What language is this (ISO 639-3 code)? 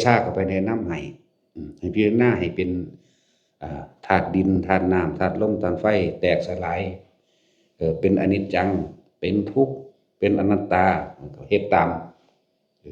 lao